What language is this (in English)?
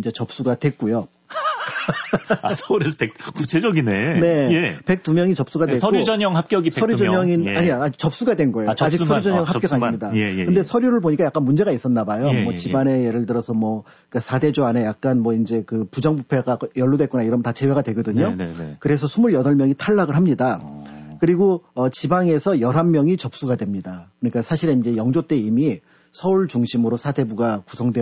Korean